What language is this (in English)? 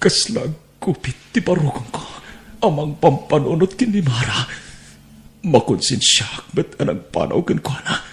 Iloko